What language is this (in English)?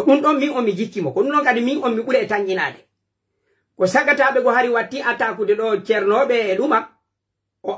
Pular